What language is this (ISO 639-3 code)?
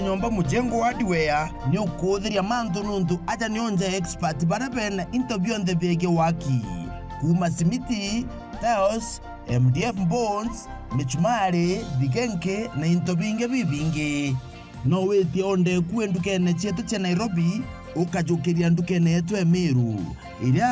mer